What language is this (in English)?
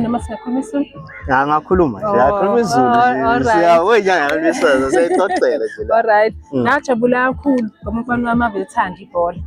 Zulu